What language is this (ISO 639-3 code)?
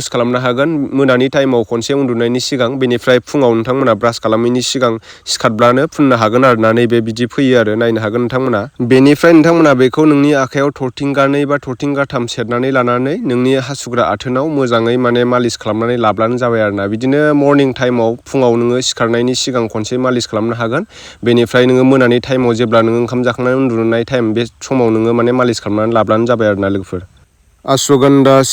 brx